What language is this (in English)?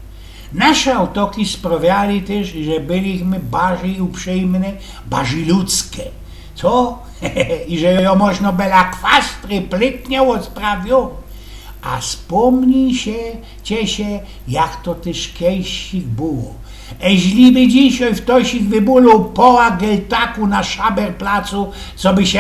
Silesian